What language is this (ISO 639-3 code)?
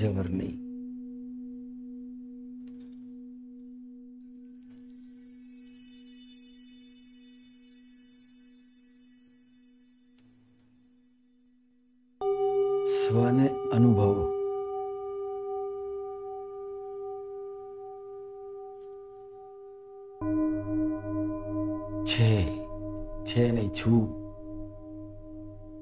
guj